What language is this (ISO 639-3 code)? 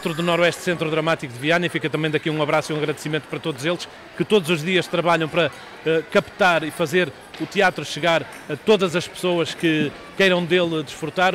por